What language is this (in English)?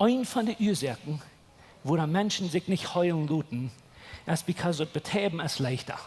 Plautdietsch